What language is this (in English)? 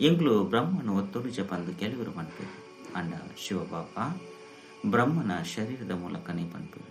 Tulu